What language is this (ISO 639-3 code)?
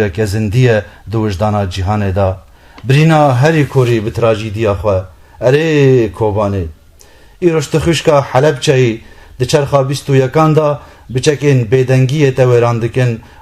kur